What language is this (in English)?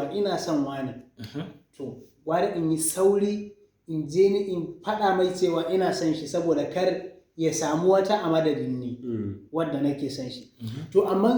Hausa